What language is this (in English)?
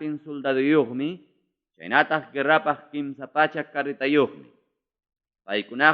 Ayacucho Quechua